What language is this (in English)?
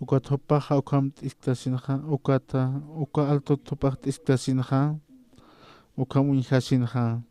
Aymara